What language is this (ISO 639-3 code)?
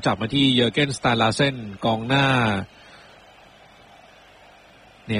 tha